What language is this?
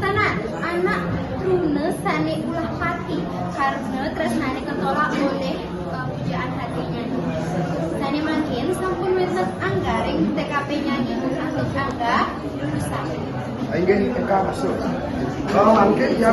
Balinese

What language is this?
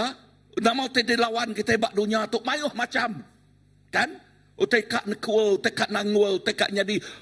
Iban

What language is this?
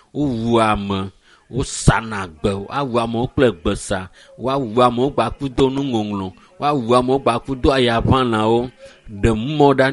Ewe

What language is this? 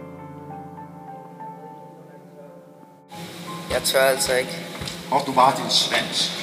Danish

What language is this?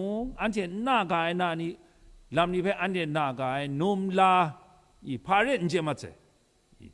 Kachin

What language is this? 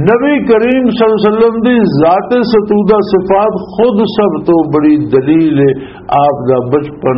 Western Panjabi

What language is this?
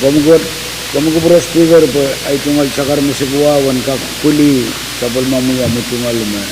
Pohnpeian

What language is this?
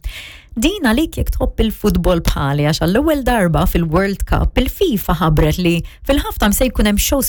Maltese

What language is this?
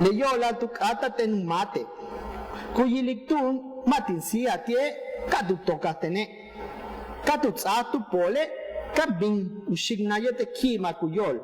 Yucateco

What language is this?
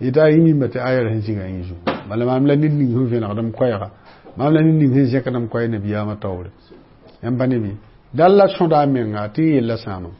Mossi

